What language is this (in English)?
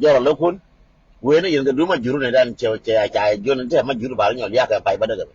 Nuer